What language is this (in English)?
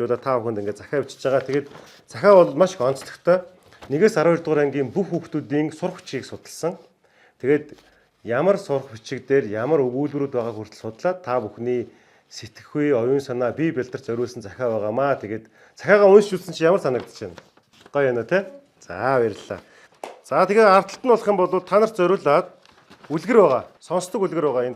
Mongolian